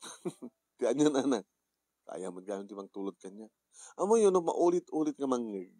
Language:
Iloko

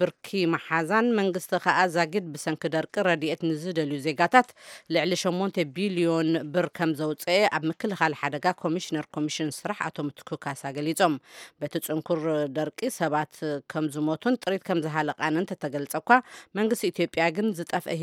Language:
Tigrinya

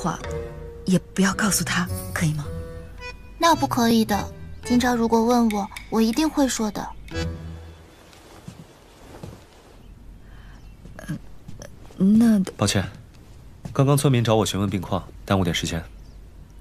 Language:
Chinese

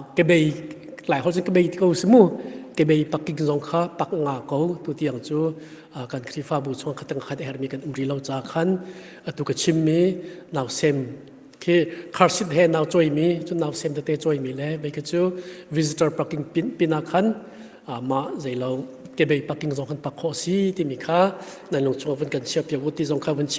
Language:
Hakha Chin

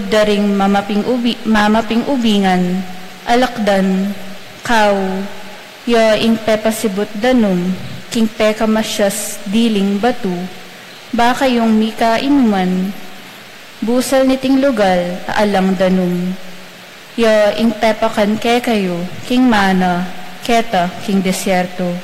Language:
Pampanga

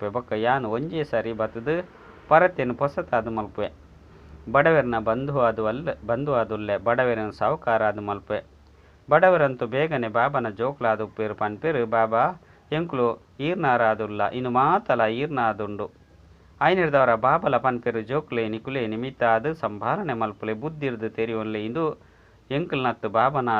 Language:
Tulu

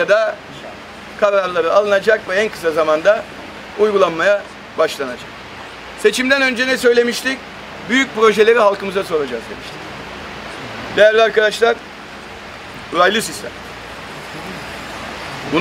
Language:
Turkish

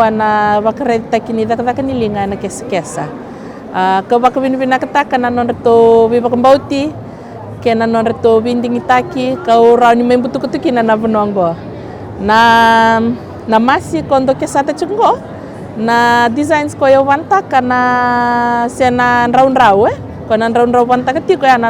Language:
Fijian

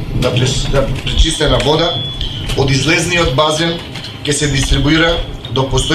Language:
Macedonian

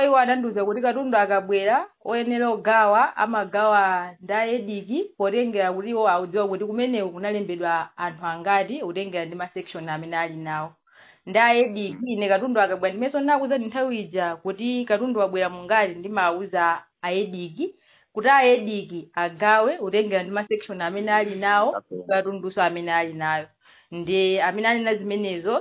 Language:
Nyanja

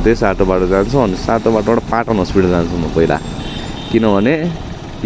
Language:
Nepali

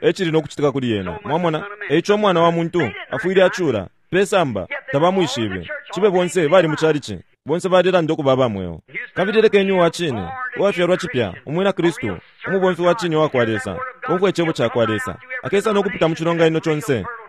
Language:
Bemba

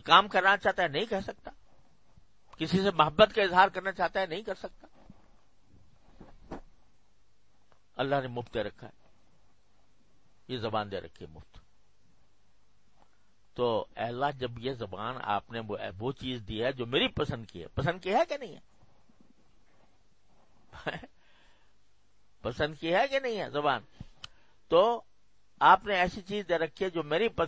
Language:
Urdu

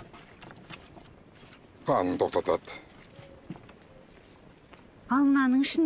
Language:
Kazakh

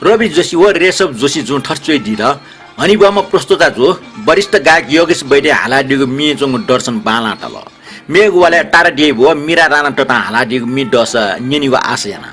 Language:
Newari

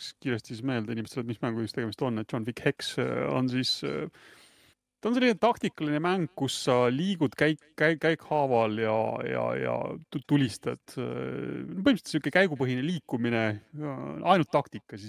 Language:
Estonian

